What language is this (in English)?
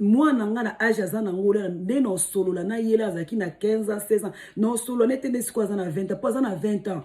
Lingala